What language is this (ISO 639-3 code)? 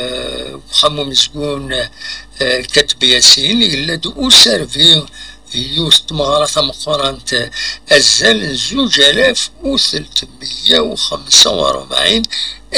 kab